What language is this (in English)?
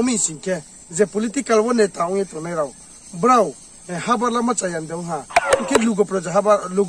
Riang (India)